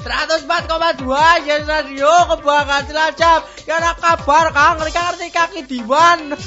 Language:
Javanese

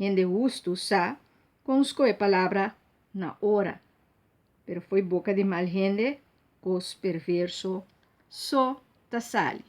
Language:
Papiamento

